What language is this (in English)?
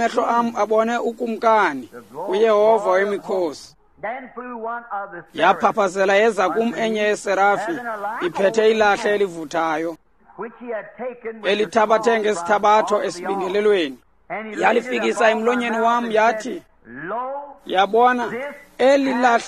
Xhosa